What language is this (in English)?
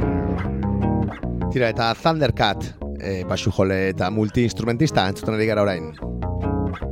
Basque